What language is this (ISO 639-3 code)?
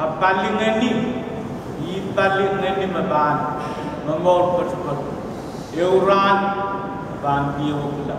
pon